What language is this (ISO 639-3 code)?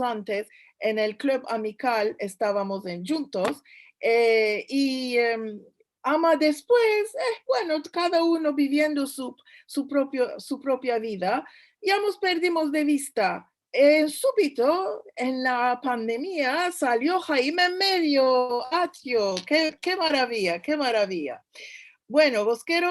lad